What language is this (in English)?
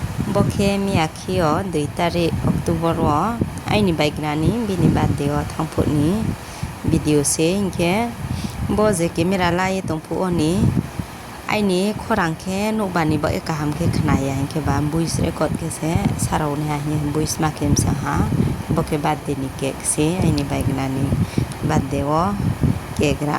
Riang (India)